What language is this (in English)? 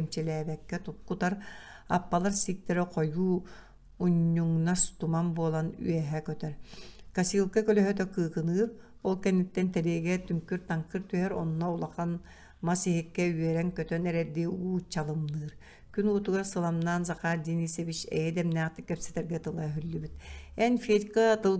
Yakut